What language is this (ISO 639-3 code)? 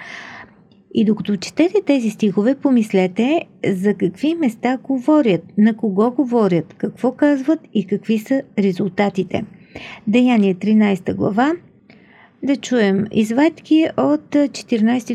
bul